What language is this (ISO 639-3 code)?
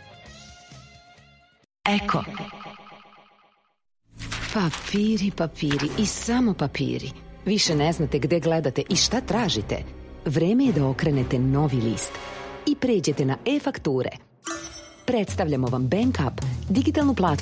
srp